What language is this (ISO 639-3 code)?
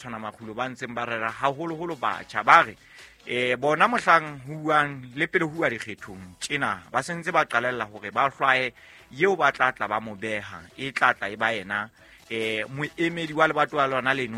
sot